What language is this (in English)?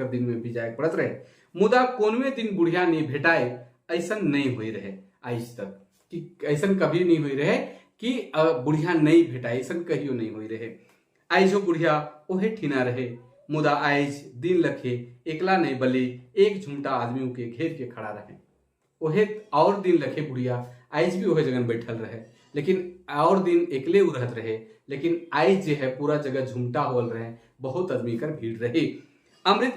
Sadri